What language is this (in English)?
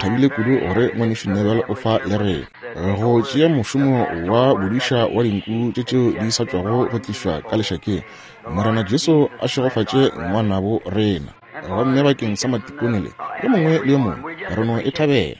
Northern Sotho